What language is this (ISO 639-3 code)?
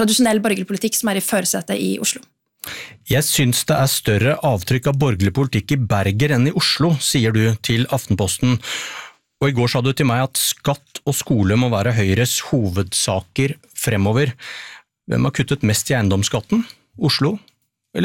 nor